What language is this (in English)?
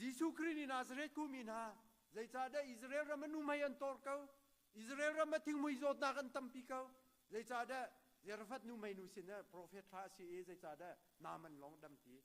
Hakha Chin